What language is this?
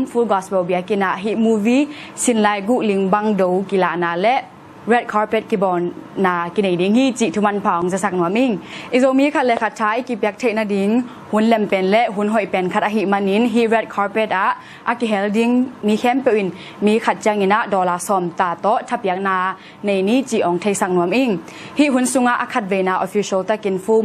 Tedim Chin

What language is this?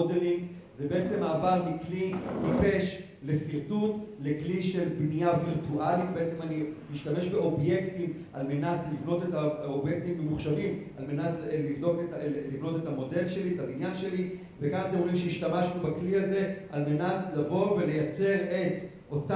Hebrew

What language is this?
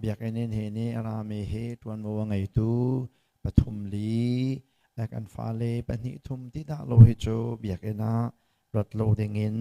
Hakha Chin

